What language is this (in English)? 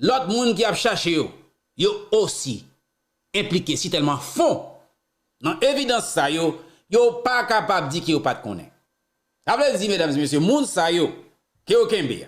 Haitian Creole